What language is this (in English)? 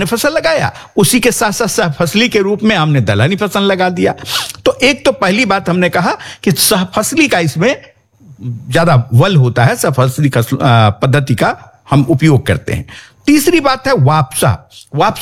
Hindi